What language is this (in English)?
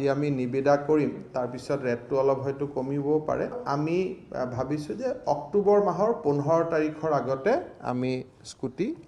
Assamese